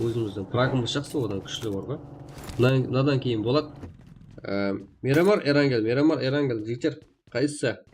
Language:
Kara-Kalpak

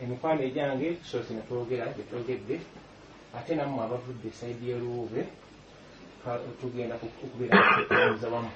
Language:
Ganda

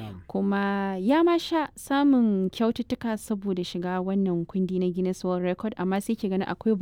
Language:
Hausa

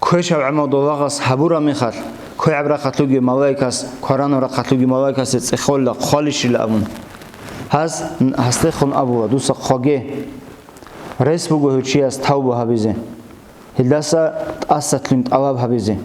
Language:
Avaric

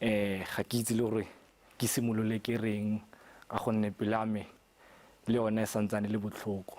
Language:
Tswana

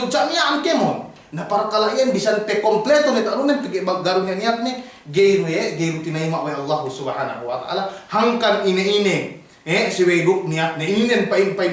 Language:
Yakan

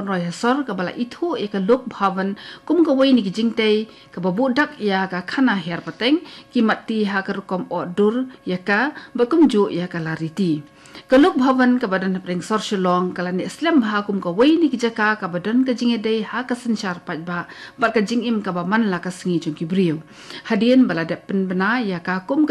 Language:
Khasi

